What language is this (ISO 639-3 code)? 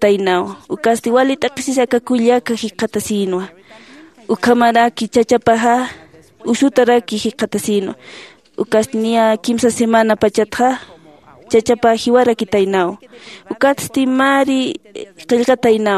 aym